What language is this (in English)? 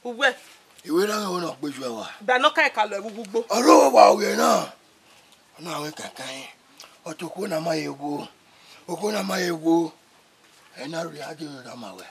Bini